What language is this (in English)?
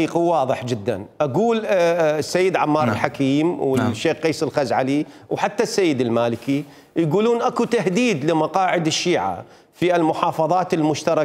Mesopotamian Arabic